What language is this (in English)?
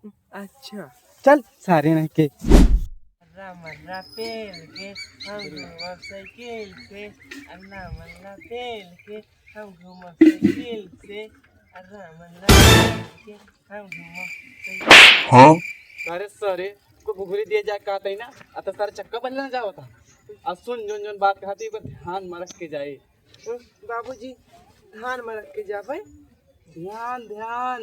Awadhi